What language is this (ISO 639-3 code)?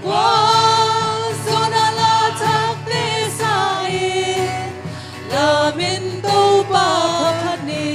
ctd